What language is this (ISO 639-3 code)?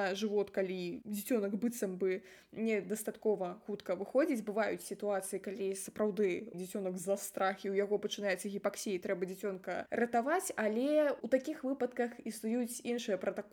bel